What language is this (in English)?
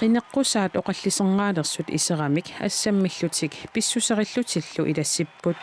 Kalaallisut